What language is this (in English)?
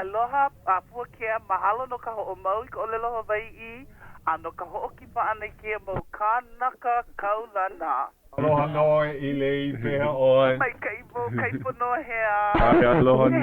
Hawaiian